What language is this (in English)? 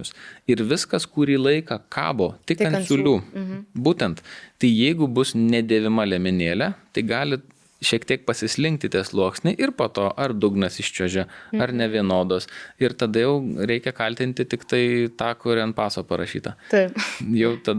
Lithuanian